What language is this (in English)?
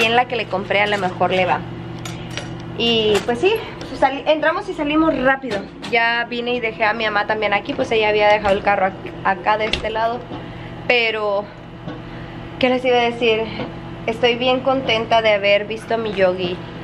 Spanish